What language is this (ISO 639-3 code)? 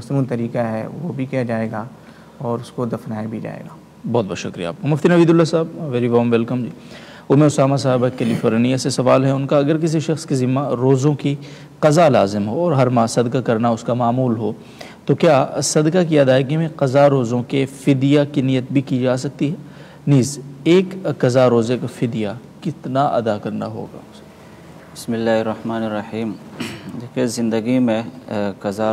urd